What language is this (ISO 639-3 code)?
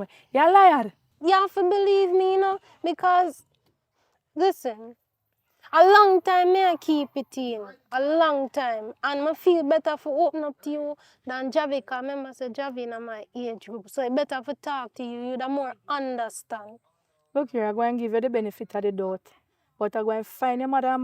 jam